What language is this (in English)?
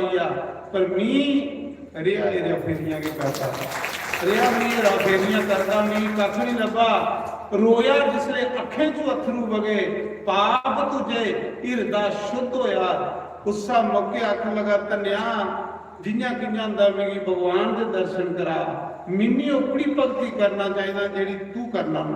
Dogri